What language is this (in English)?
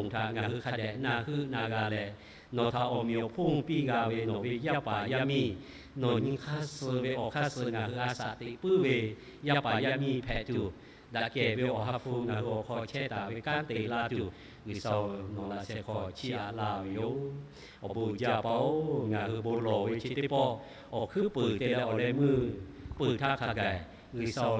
Lahu